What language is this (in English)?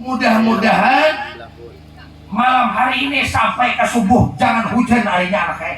Banjar